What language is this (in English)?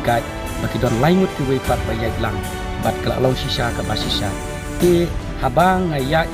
Khasi